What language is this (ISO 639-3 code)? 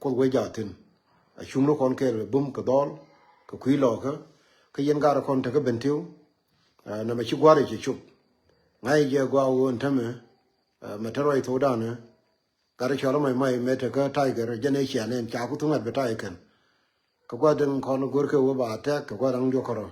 nus